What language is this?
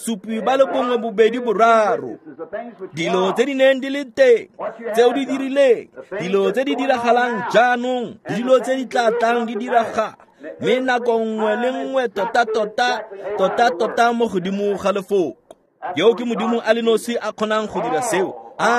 Tswana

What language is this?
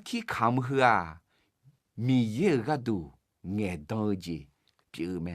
Akha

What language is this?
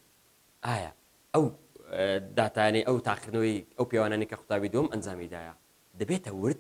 Central Kurdish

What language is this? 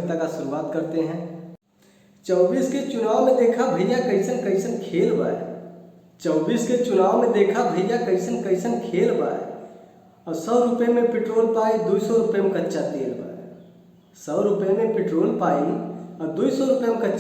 Awadhi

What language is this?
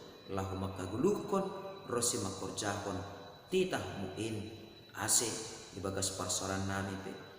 Batak Simalungun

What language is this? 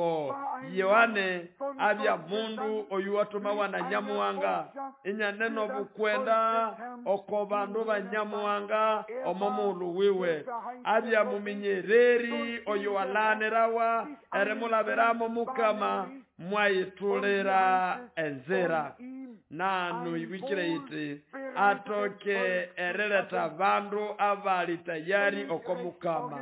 Nande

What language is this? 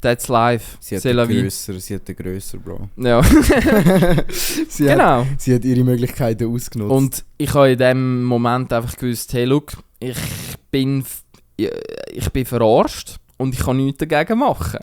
Swiss German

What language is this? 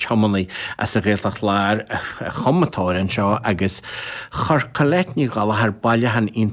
Irish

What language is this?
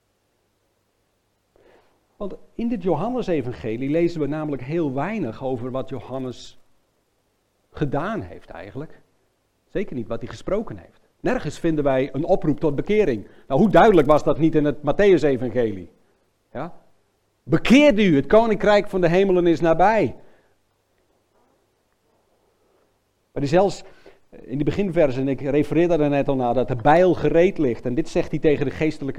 Dutch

